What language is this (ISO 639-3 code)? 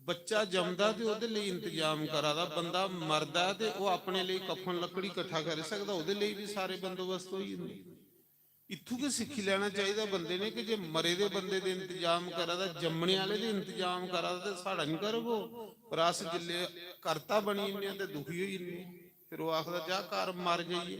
doi